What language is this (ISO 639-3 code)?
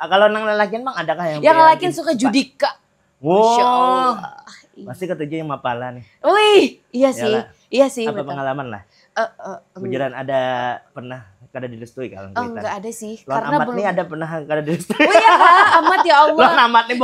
bjn